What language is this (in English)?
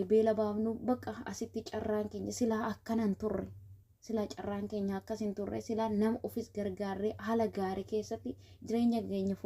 Oromo